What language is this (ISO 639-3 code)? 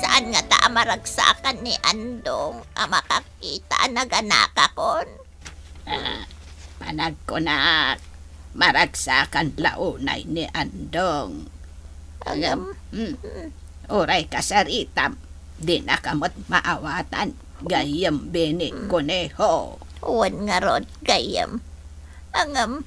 ilo